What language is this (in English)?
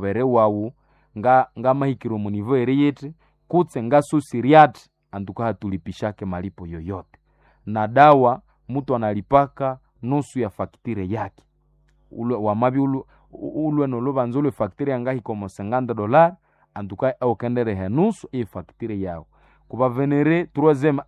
Swahili